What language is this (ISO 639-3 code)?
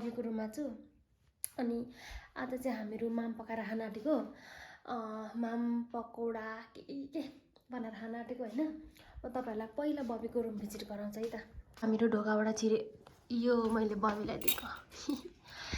nep